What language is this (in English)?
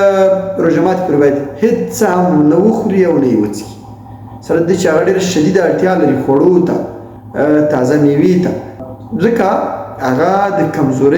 Pashto